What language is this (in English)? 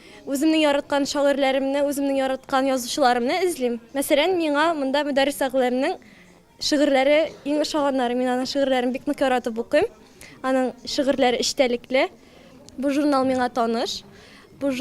Tatar